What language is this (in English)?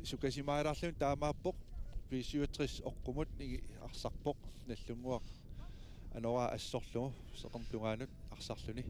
Kalaallisut